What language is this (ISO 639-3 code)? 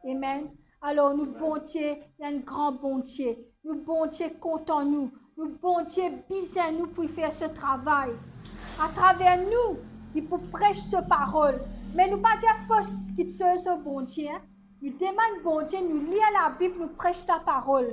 mfe